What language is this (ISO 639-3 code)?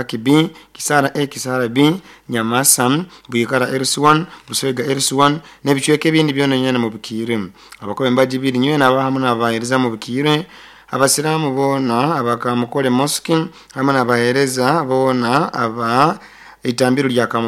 nyo